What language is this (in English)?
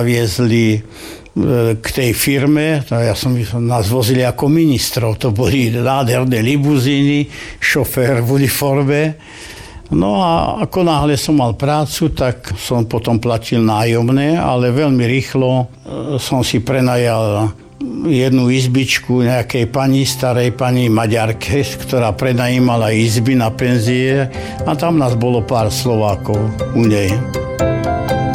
Slovak